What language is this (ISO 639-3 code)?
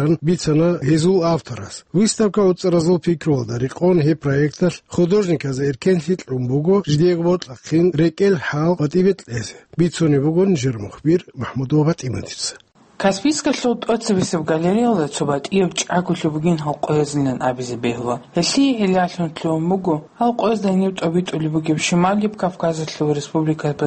ava